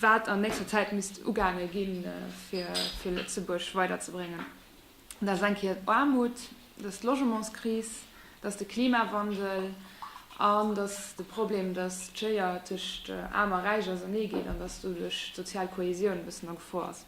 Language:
Luxembourgish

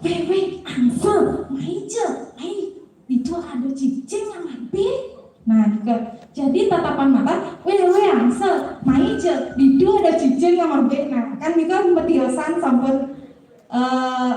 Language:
Balinese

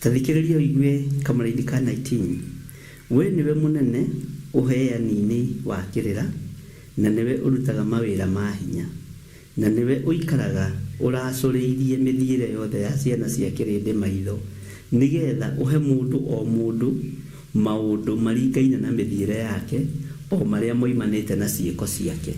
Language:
Kikuyu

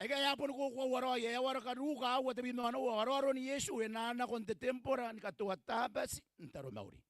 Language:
Gilbertese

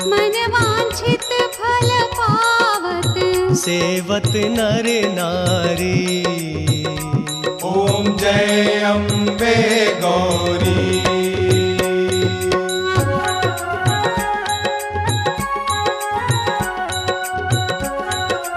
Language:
Hindi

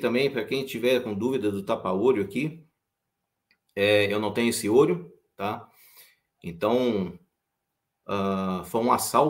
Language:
Portuguese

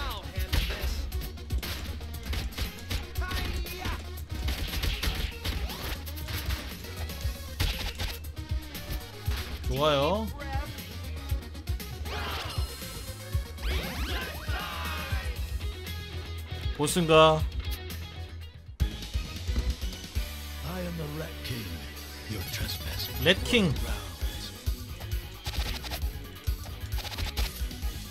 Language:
Korean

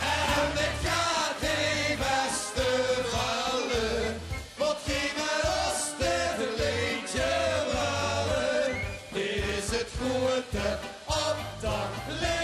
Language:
Limburgish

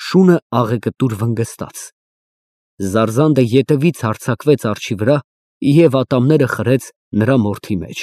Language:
Armenian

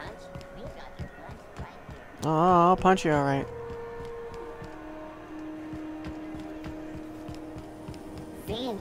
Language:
English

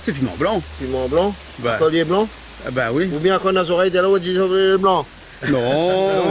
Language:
Réunion Creole French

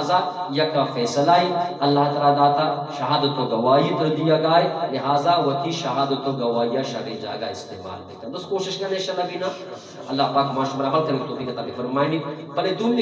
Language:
Eastern Balochi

